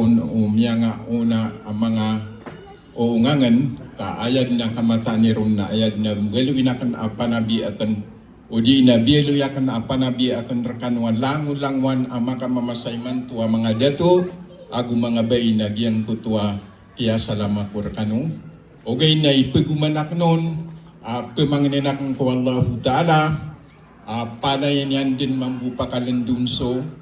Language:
Maranao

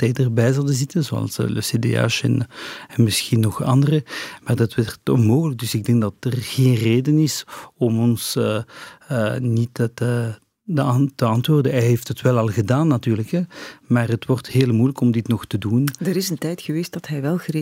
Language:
Dutch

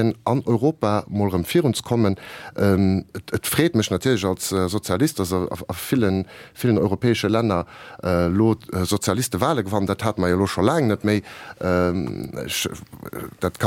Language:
Luxembourgish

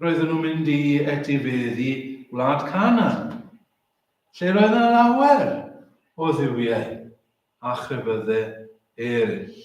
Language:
Welsh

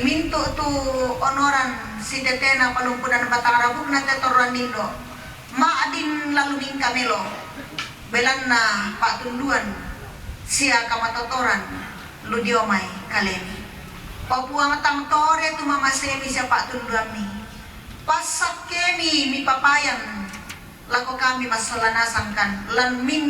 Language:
Toraja-Sa'dan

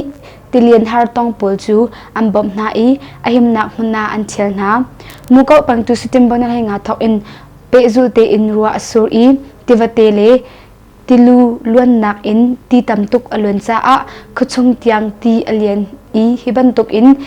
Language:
Hakha Chin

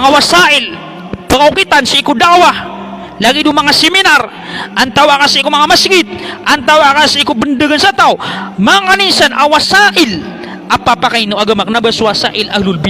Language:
Maranao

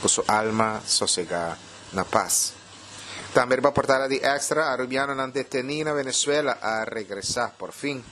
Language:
Papiamento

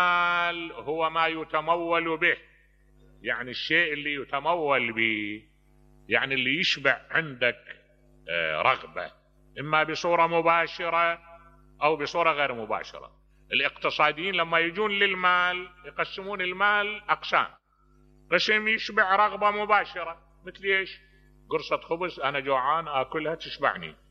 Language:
Mesopotamian Arabic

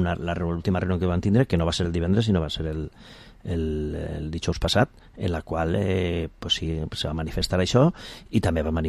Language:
Catalan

